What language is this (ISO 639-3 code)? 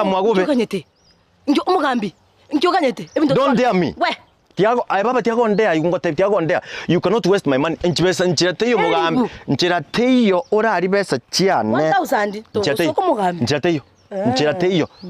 guz